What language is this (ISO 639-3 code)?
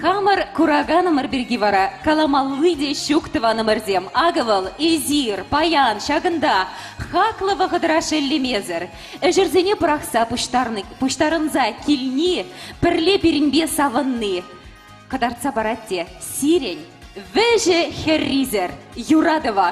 chv